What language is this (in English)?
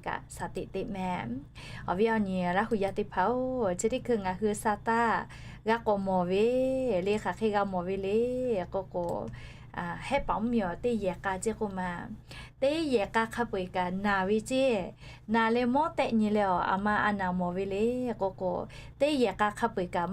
Lahu